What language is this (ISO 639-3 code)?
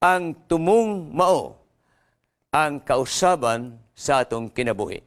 ceb